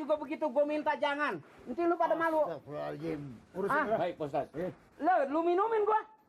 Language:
Betawi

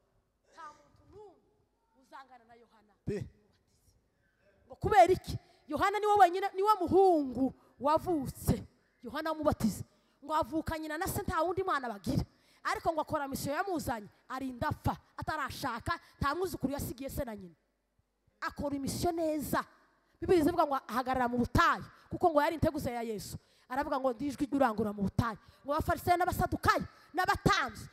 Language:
Kinyarwanda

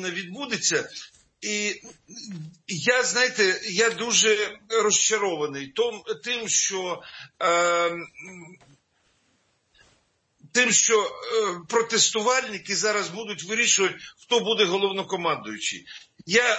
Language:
Ukrainian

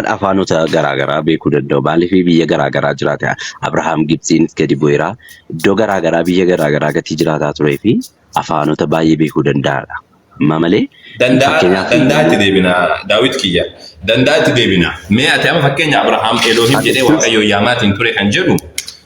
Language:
Oromo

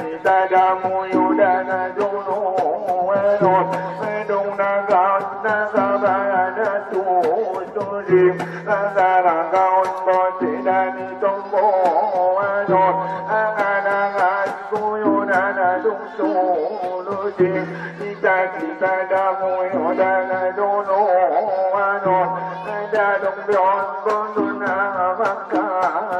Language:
Batak Angkola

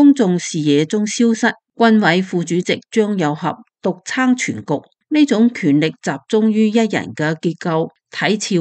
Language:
Cantonese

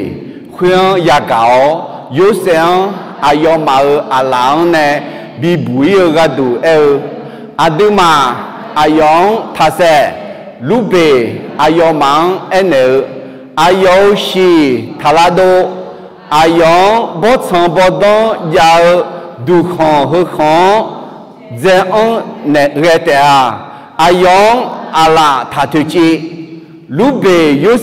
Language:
Akha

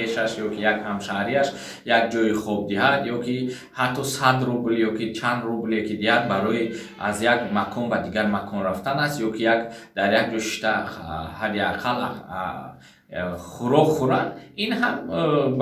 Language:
Tajik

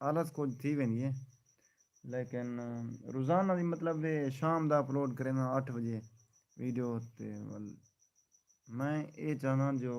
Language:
Saraiki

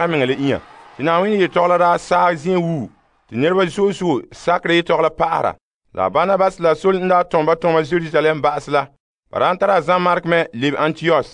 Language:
Frafra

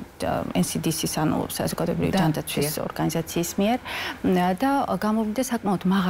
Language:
Georgian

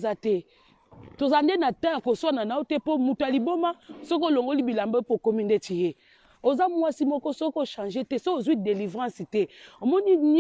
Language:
Lingala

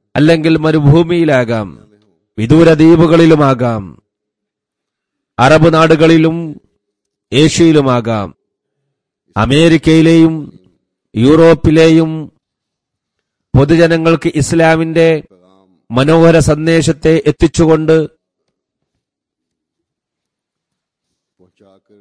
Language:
Malayalam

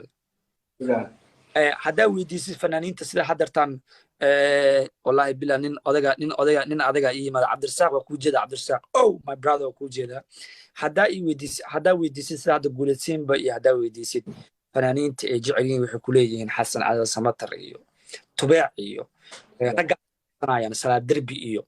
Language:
Somali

